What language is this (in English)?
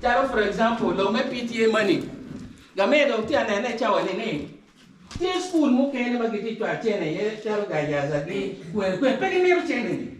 Acoli